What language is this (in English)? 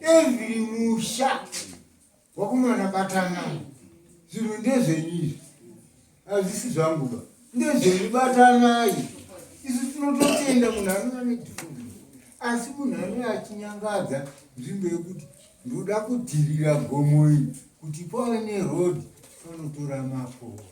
Shona